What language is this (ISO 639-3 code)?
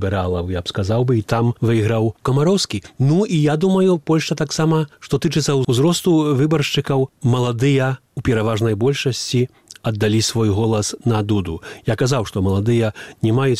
bel